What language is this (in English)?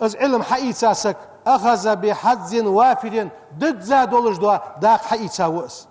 Ingush